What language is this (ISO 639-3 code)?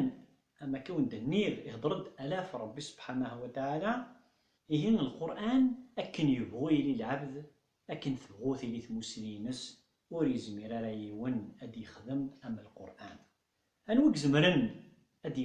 kab